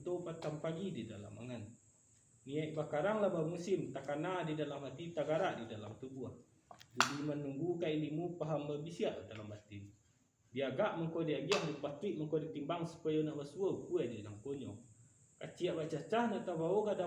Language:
Minangkabau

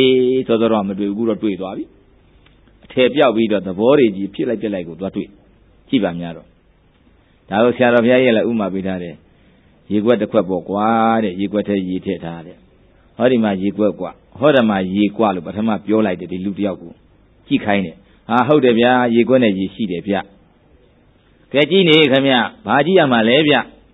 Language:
Burmese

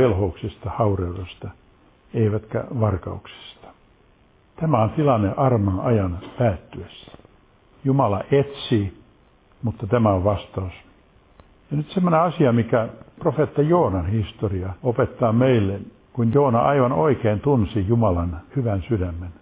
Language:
Finnish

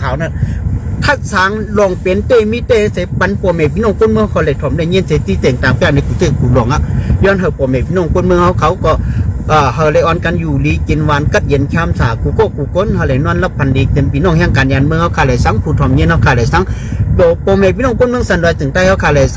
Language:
Shan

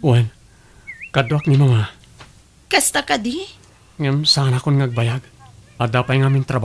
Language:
Iloko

